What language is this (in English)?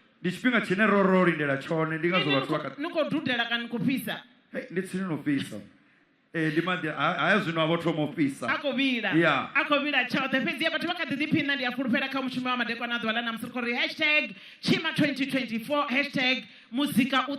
Venda